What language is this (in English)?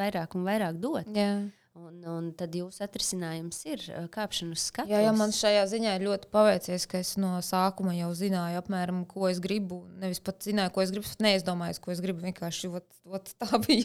Latvian